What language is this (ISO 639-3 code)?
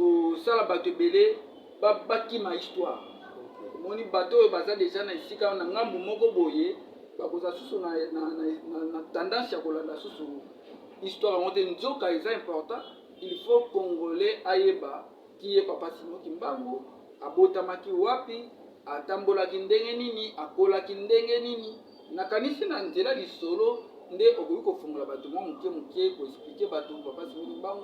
lin